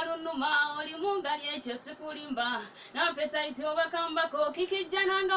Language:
Ganda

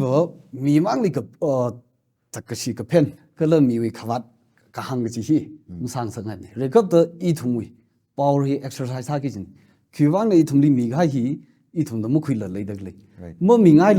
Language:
Tangkhul Naga (India)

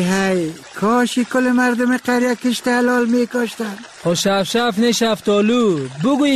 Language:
Persian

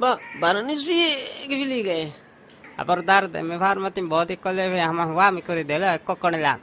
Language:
Divehi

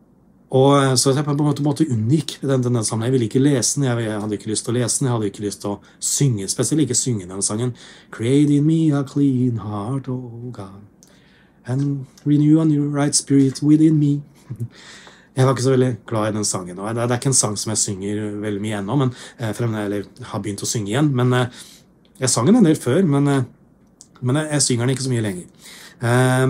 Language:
Norwegian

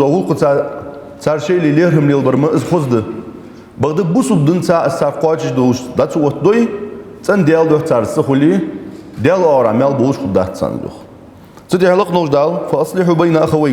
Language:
Ingush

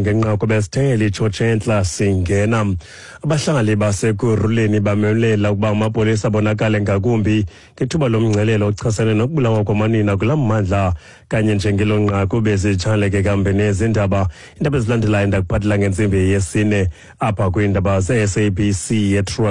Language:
Xhosa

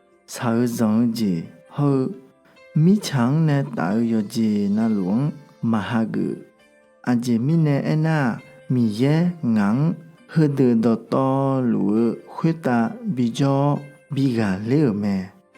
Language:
Akha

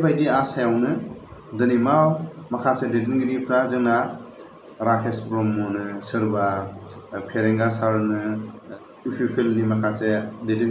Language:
Bodo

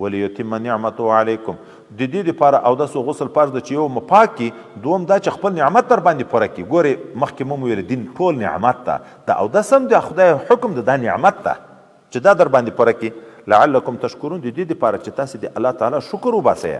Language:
Pashto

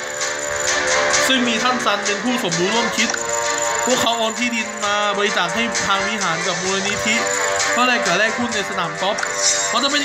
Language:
Thai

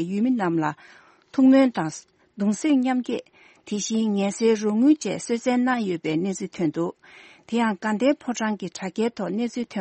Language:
Tibetan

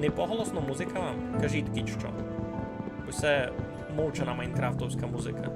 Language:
Rusyn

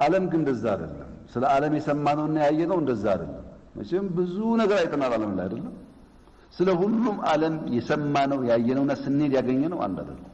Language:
Amharic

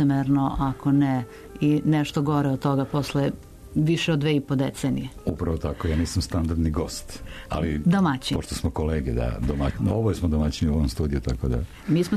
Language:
Serbian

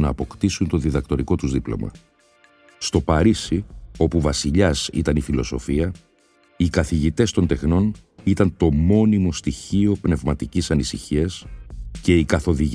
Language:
Greek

